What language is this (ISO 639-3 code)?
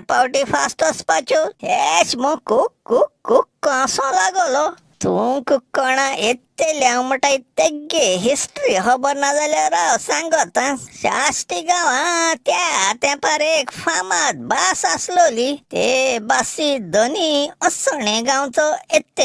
kok